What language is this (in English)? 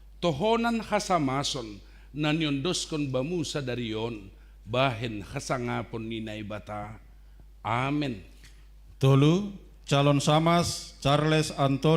Batak Simalungun